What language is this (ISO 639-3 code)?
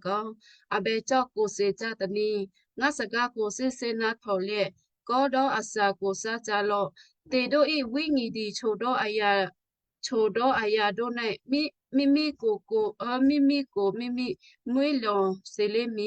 kyu